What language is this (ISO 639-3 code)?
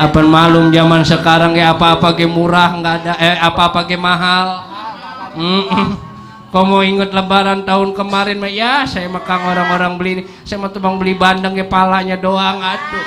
bew